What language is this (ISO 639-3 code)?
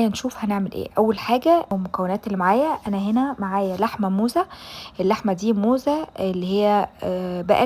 arz